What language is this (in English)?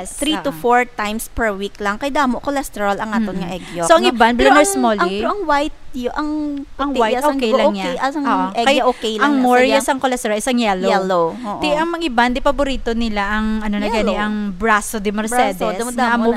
Hiligaynon